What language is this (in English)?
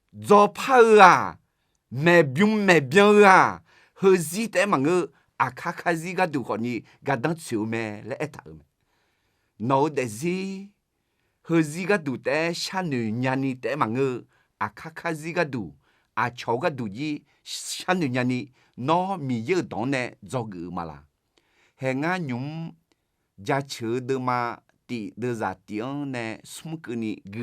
Akha